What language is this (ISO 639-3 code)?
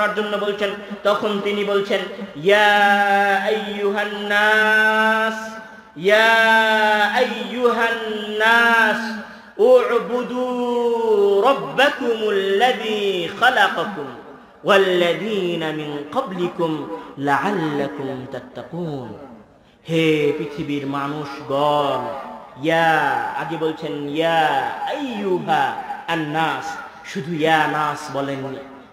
ben